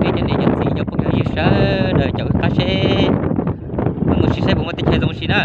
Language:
Hmong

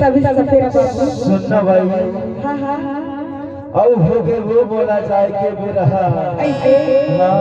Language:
Chhattisgarhi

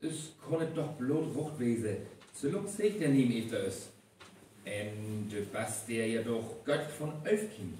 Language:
Northern Frisian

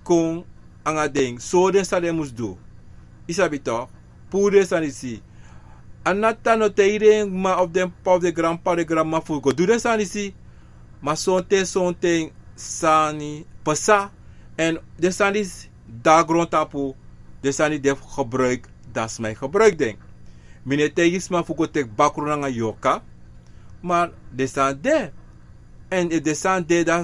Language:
Sranan Tongo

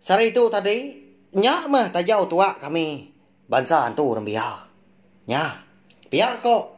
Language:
Iban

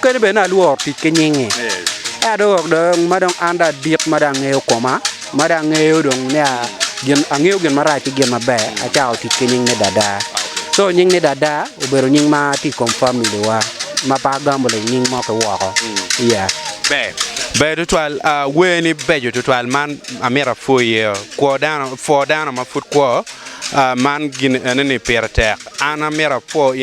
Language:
Acoli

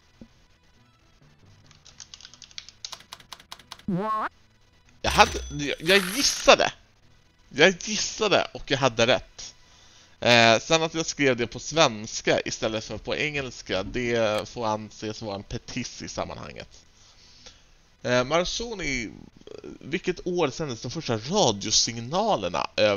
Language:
Swedish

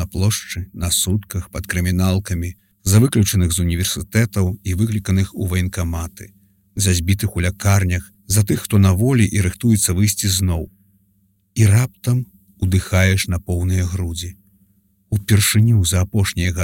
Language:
Belarusian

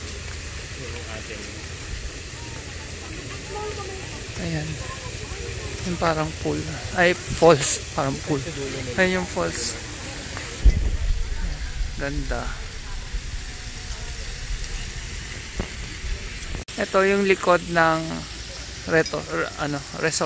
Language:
Filipino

